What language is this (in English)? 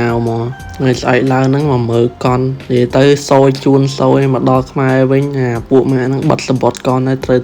Khmer